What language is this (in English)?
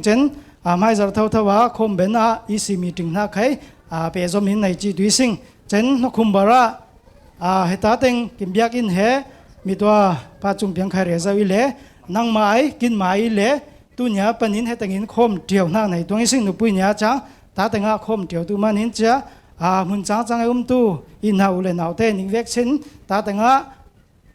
Falam Chin